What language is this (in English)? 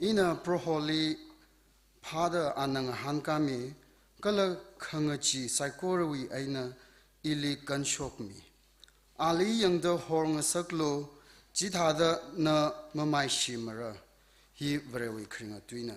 Tangkhul Naga (India)